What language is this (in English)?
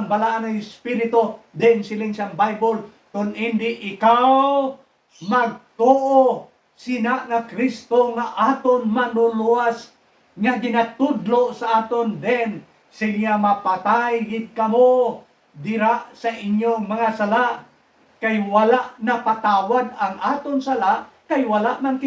Hiligaynon